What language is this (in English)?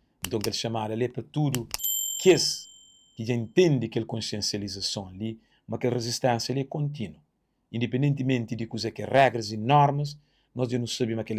Kabuverdianu